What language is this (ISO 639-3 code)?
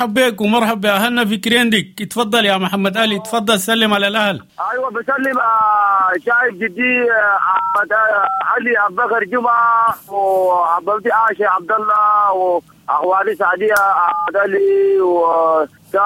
apd